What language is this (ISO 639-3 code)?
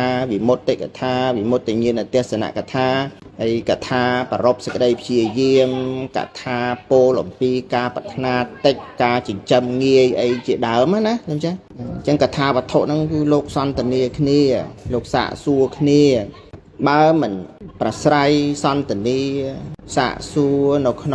khm